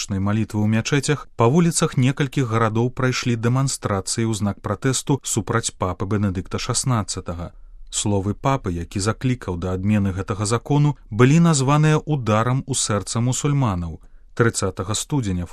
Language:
Belarusian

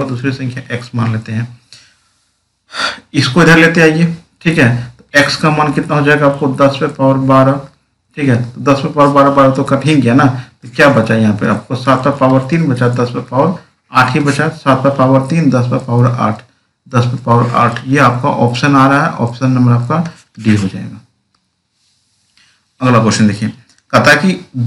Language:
Hindi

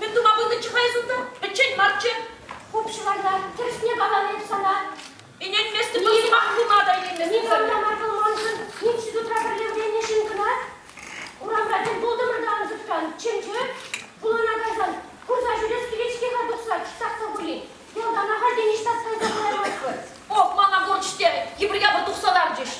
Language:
Chuvash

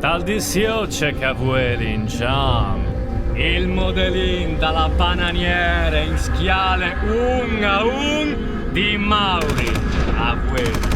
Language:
Friulian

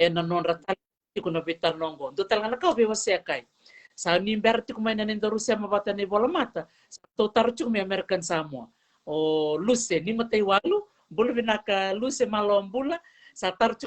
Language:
Fijian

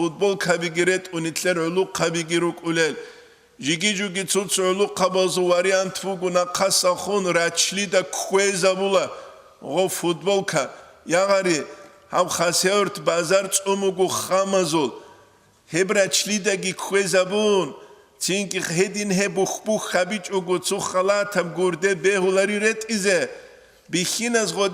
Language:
Avaric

